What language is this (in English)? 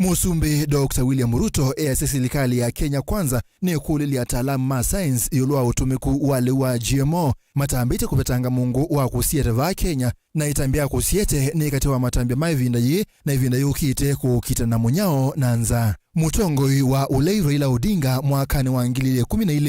Kamba